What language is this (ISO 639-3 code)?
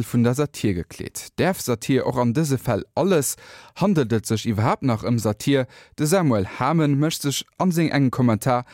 ltz